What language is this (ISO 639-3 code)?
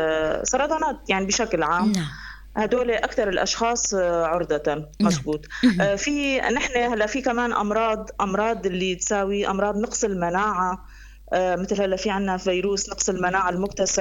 apc